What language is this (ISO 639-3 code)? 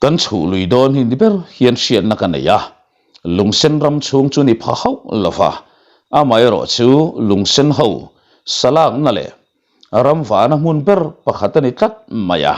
lus